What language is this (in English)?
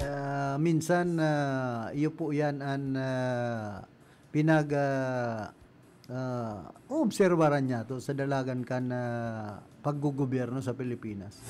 Bikol